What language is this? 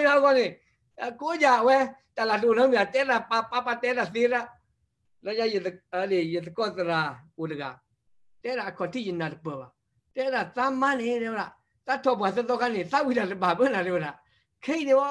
S'gaw Karen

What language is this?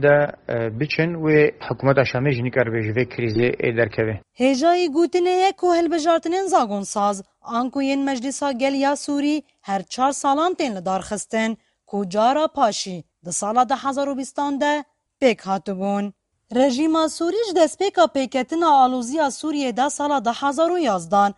Kurdish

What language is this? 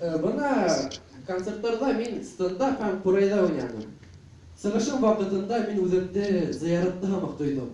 Bashkir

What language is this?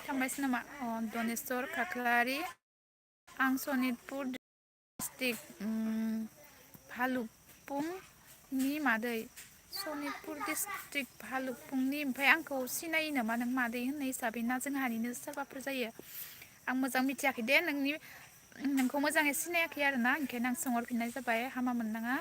Bodo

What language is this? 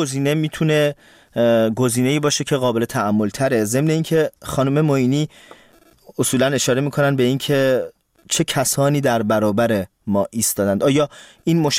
Persian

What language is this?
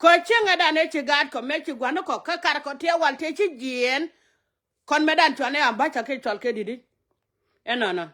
Nuer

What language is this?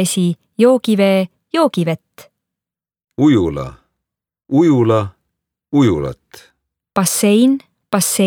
Estonian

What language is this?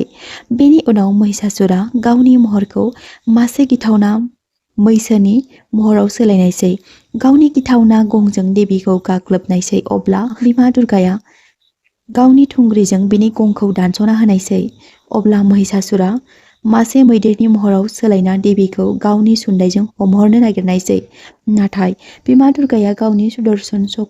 Bodo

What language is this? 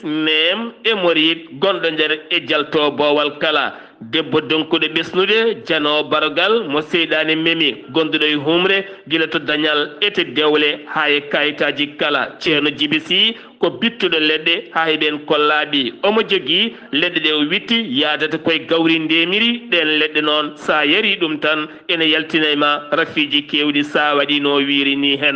Fula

